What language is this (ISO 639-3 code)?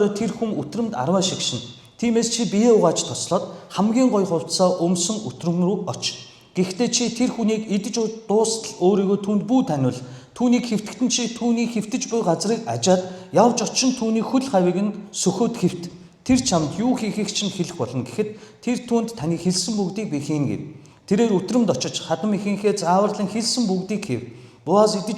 mon